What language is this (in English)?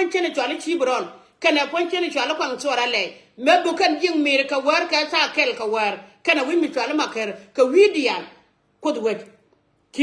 Nuer